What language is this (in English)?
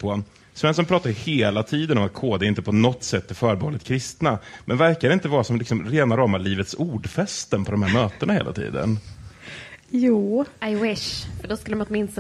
Swedish